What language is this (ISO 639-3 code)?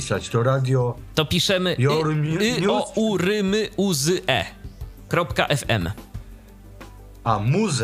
pol